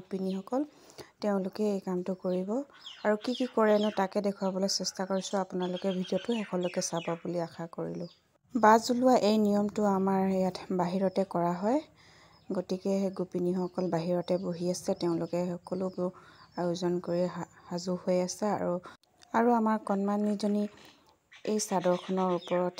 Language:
Assamese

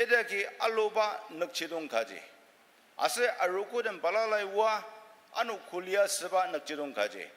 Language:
Ao Naga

